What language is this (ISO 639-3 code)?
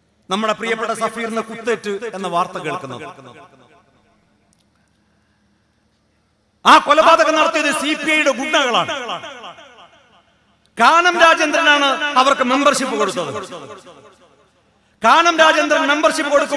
mal